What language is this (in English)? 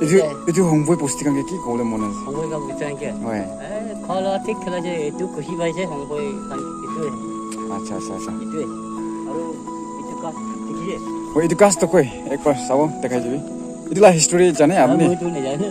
Naga Pidgin